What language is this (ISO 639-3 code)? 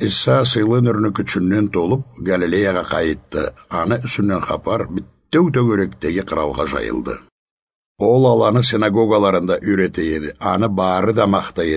krc